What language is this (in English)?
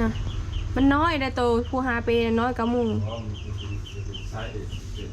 Northeastern Thai